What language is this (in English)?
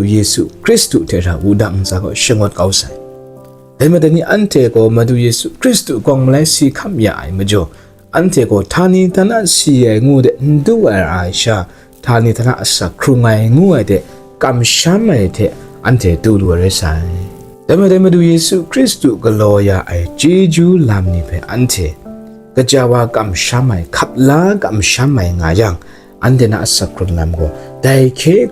Kachin